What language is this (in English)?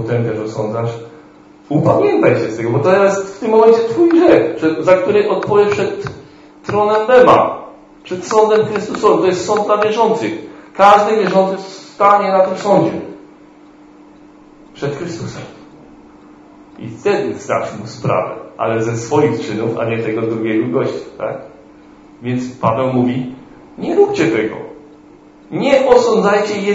Polish